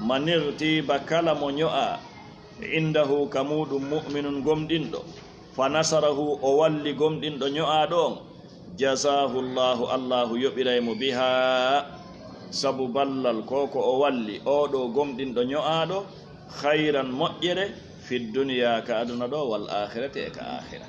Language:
Fula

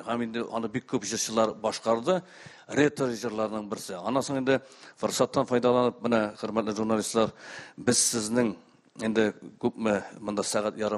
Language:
Tatar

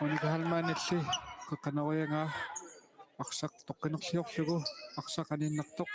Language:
Kalaallisut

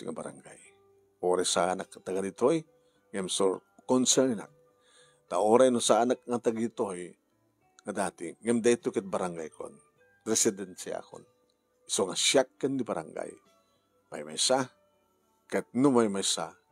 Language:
Iloko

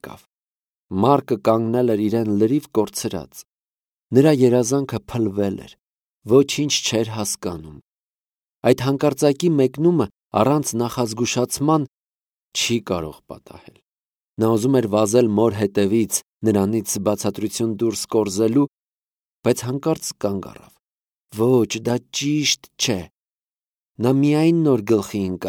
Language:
Armenian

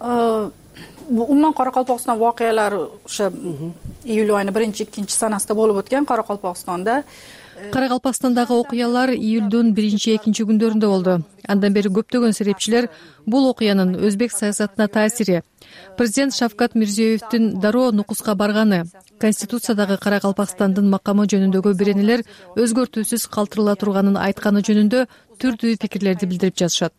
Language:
Kyrgyz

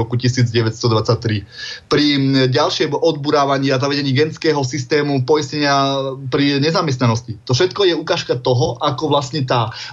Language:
Slovak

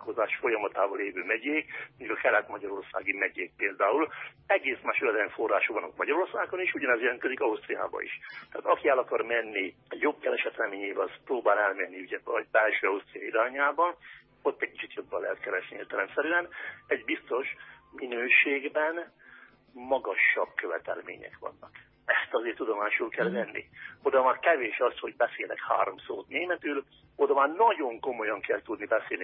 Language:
Hungarian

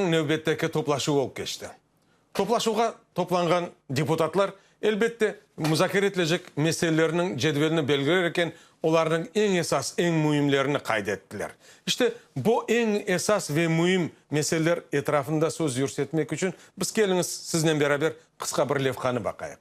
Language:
Crimean Tatar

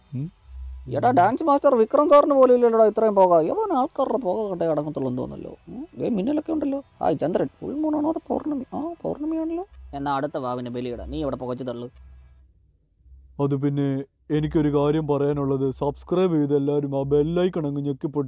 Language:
Malayalam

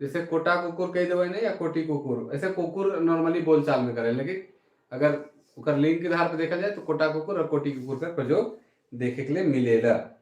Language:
Sadri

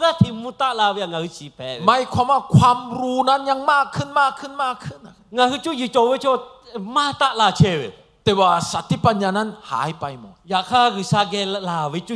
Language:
Lahu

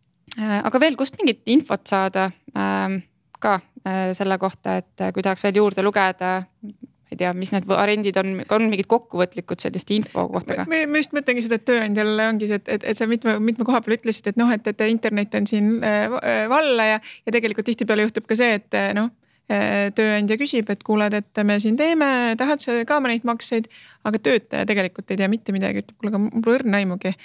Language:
Estonian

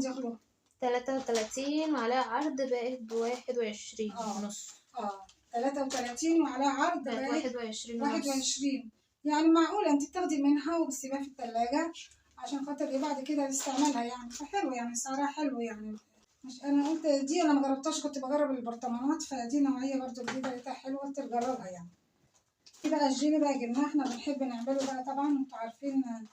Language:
Egyptian Arabic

